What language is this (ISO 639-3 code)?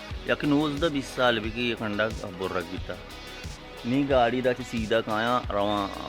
bal